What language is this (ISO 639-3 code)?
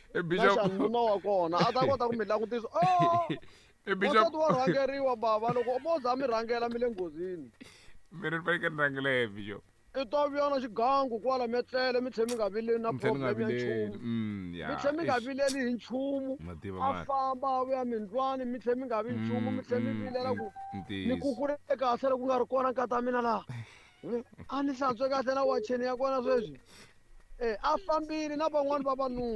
tso